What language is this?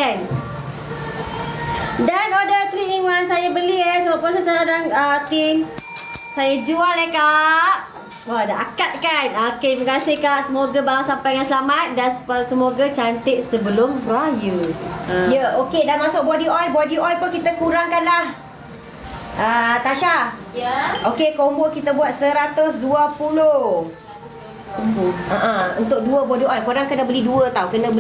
Malay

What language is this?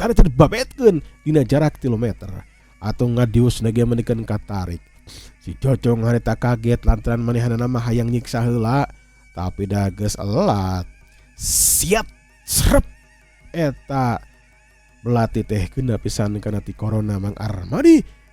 Sundanese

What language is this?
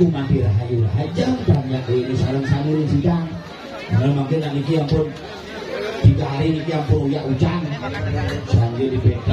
Balinese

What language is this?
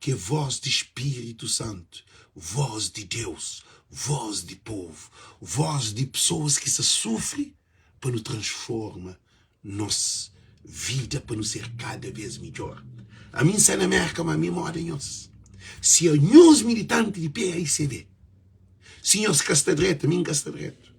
Kabuverdianu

